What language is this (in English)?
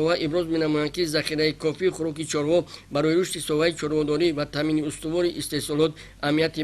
Tajik